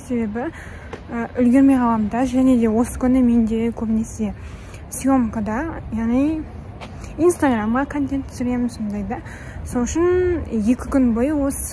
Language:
Kazakh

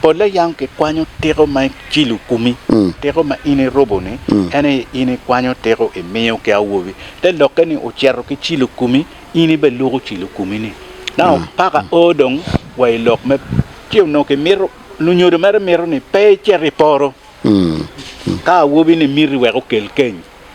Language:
Acoli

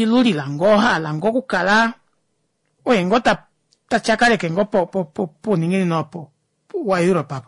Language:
Kuanyama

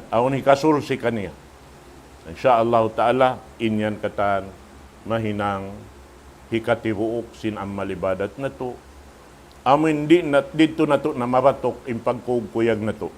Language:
Tausug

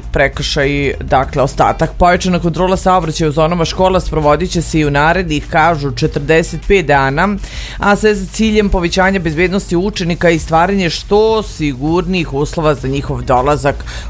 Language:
Serbian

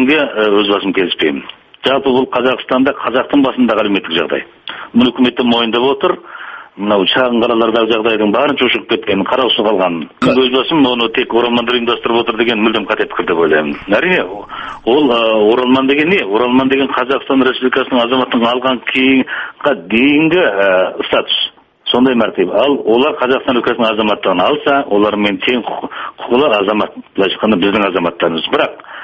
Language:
Kazakh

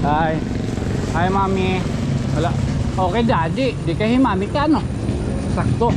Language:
Waray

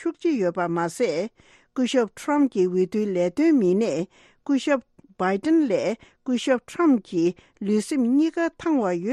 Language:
Tibetan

